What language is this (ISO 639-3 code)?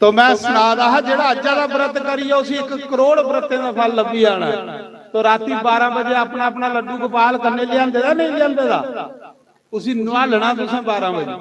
doi